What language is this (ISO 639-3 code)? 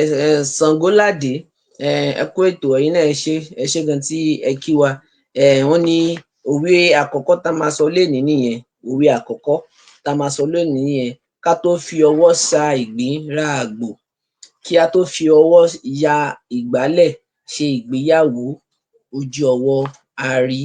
yor